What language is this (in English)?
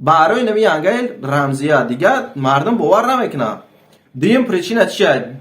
Tajik